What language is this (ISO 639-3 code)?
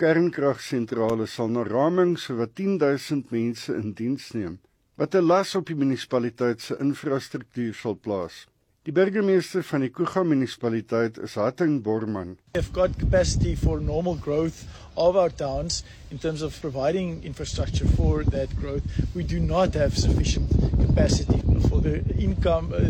afr